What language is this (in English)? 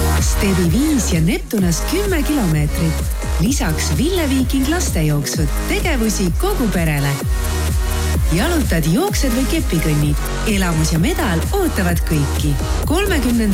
Estonian